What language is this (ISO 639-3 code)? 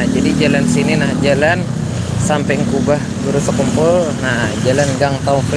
bjn